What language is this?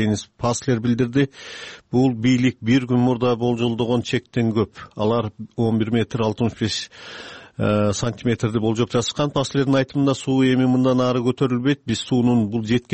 Kyrgyz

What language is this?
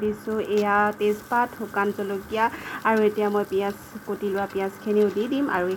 Assamese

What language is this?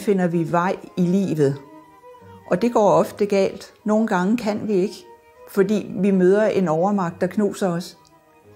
Danish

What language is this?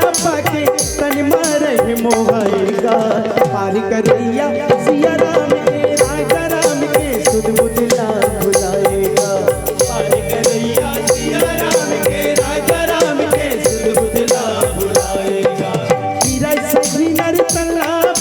Chhattisgarhi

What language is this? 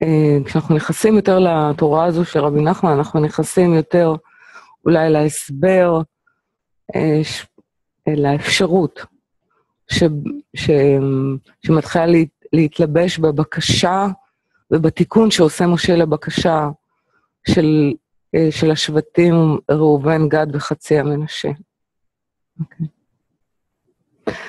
Hebrew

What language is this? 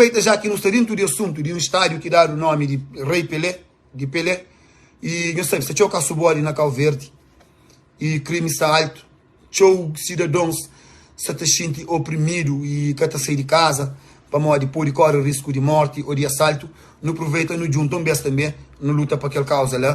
Kabuverdianu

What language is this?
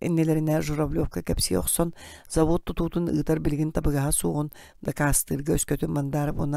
Yakut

